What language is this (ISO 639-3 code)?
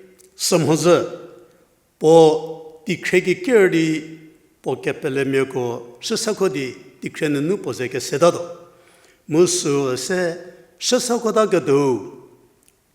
njm